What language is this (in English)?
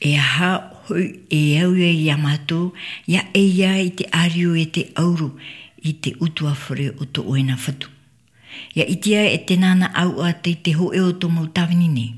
Tahitian